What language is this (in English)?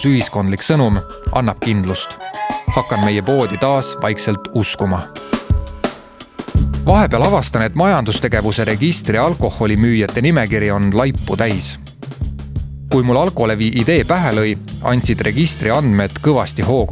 Estonian